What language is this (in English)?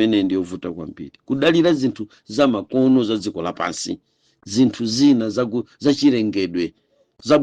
Nyanja